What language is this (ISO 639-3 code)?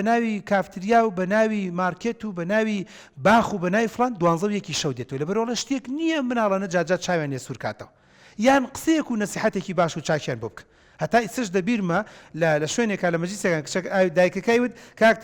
ckb